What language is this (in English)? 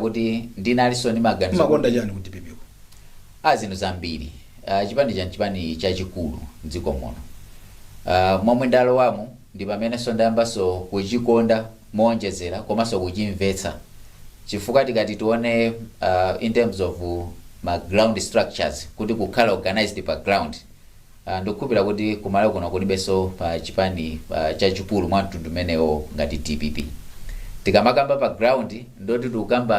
Nyanja